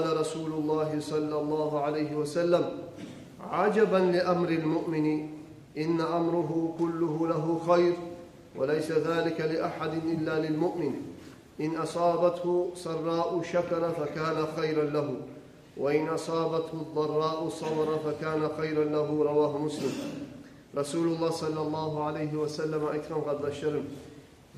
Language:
Kumyk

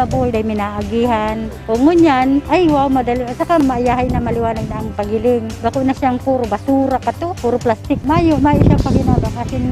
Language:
Bikol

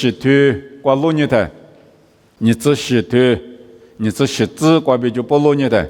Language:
Lisu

